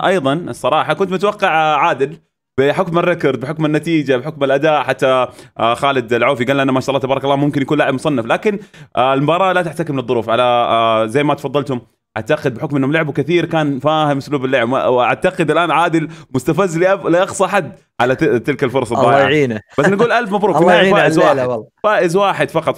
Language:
Arabic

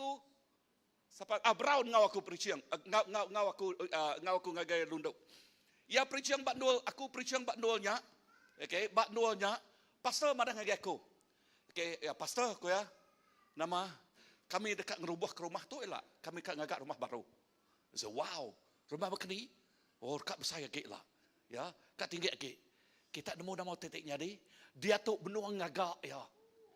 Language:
Iban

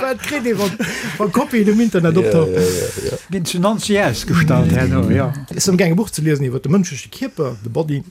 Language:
Luxembourgish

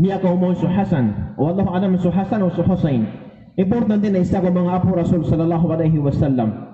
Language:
Maranao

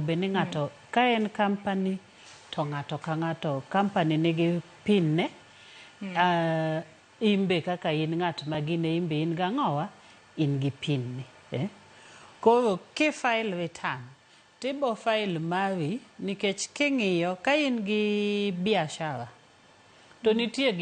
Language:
Luo (Kenya and Tanzania)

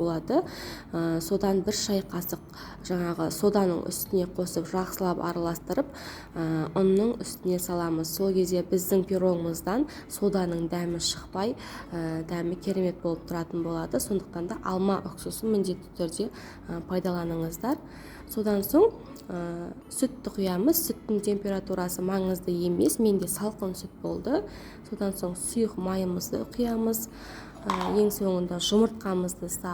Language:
Kazakh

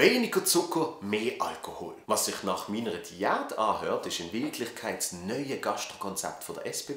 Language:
Swiss German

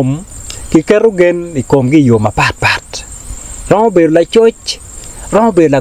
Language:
Acoli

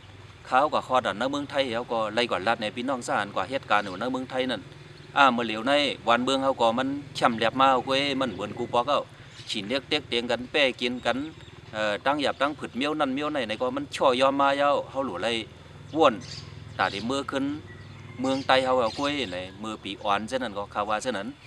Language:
Shan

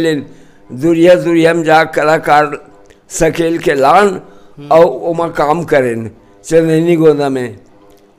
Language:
Chhattisgarhi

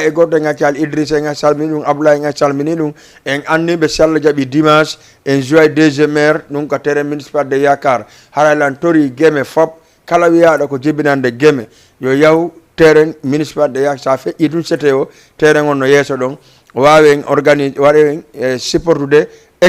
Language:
Fula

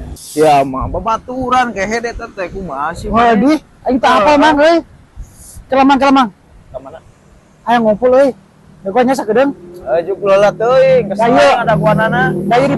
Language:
Sundanese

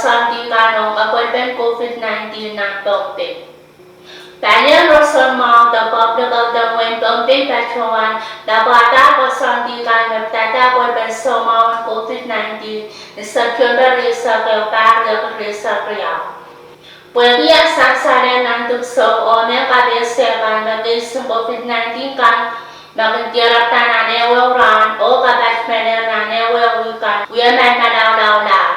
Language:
Pohnpeian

